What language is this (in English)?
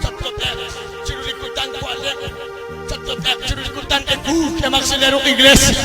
Kekchí